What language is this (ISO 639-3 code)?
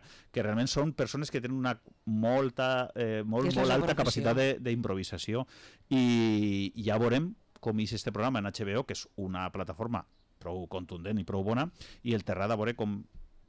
cat